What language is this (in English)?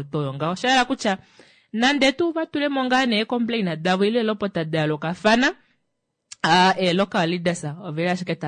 Kuanyama